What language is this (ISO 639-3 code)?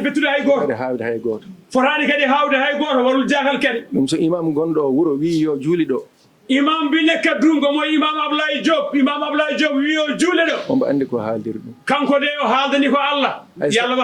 ful